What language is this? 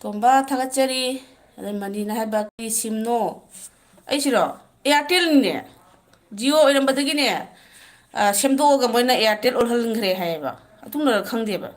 Manipuri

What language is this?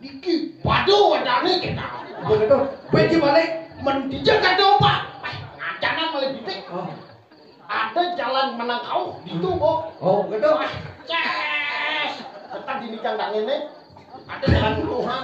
Balinese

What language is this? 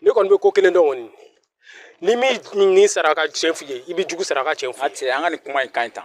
Bambara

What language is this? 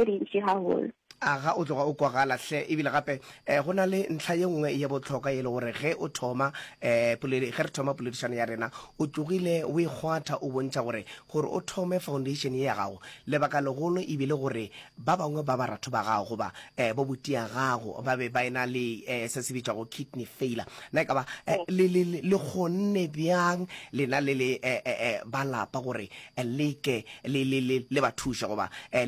Northern Sotho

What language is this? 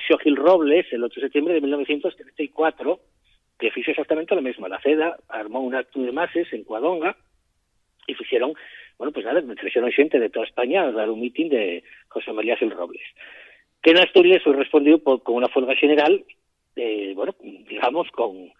Asturian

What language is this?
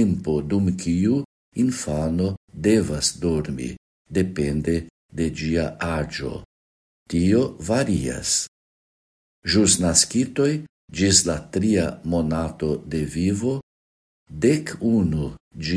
Esperanto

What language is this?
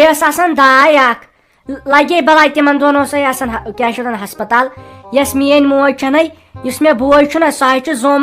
Kashmiri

